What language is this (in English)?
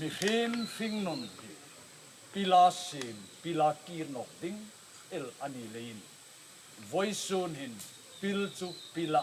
Hmar